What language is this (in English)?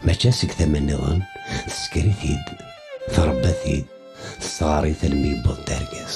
Kabyle